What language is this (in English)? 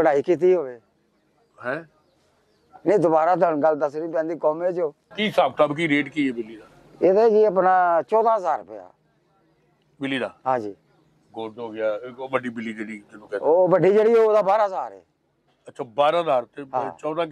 Punjabi